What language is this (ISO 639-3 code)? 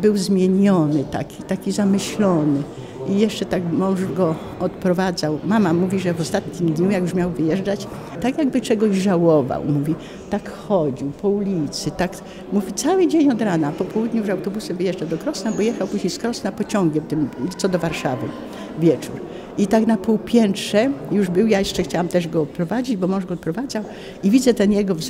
pol